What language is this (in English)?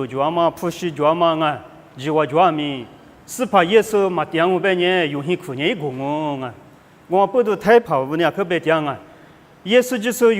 Lisu